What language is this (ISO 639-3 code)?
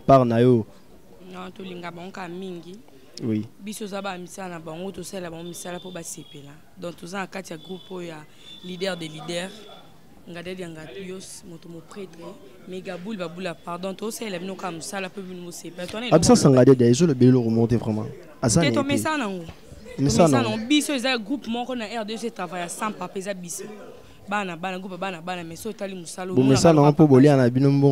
lin